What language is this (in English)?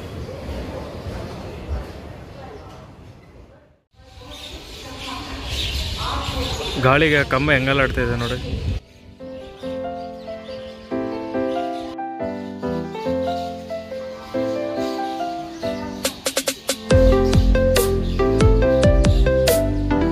Kannada